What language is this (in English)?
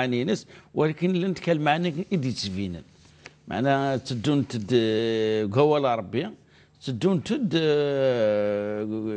Kabyle